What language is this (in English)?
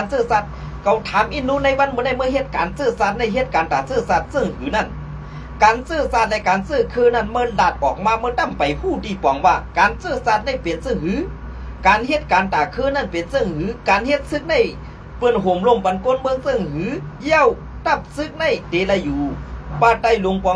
Shan